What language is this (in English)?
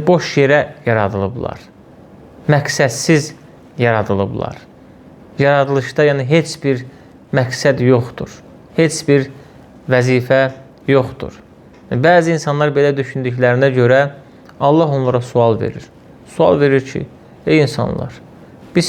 Azerbaijani